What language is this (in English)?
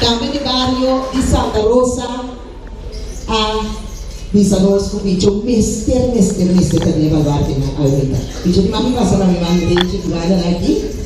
Papiamento